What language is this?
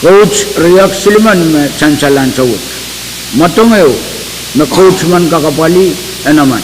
Pohnpeian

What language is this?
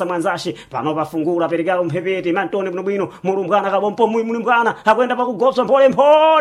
Sena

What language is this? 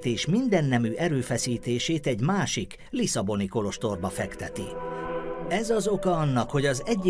Hungarian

